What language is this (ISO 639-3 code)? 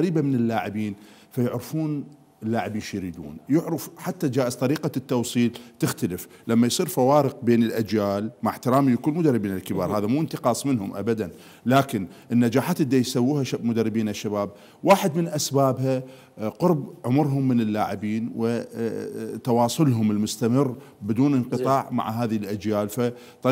acm